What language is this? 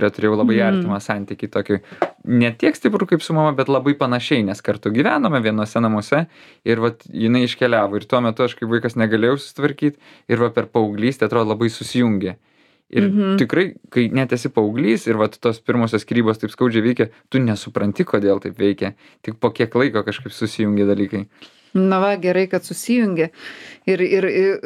Lithuanian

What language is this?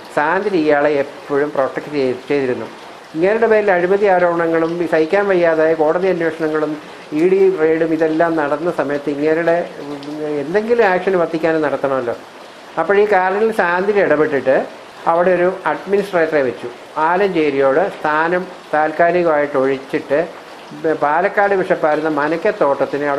Malayalam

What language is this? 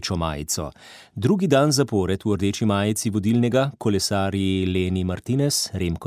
Slovenian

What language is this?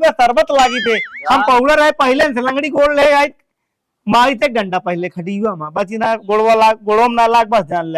Awadhi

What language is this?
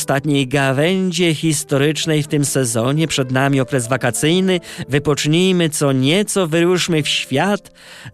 Polish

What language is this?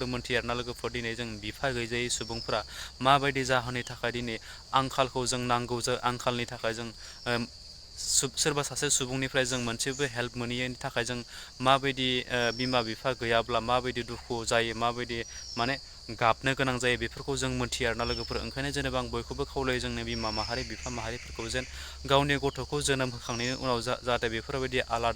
Bodo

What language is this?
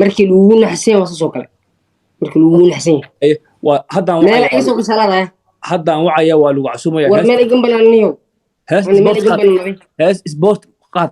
Somali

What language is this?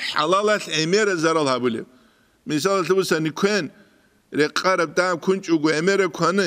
Avaric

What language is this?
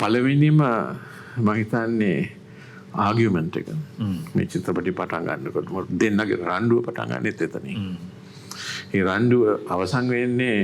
Sinhala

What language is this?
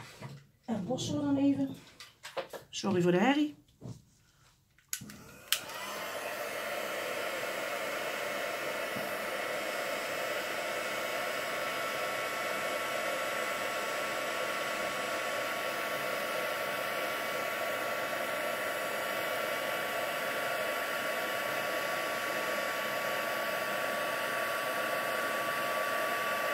Dutch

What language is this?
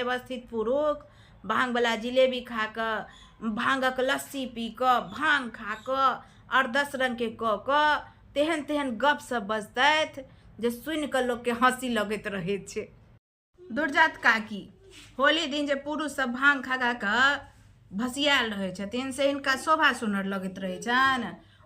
Maithili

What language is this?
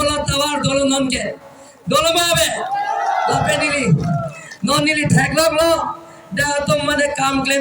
Karbi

